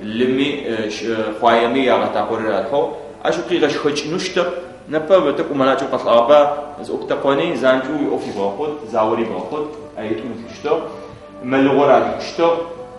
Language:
Adyghe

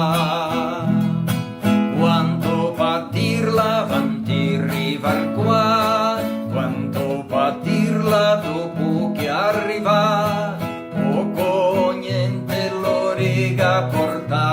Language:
Venetian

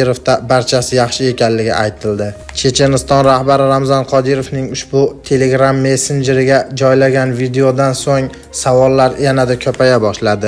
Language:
Uzbek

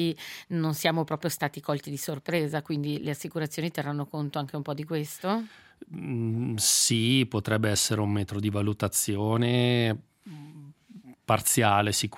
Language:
Italian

